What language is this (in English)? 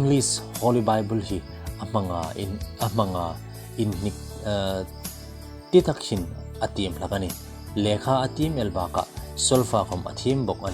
Hmar